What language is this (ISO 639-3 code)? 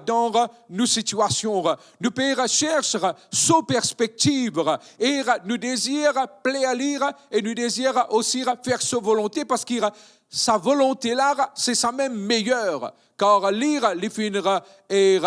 mfe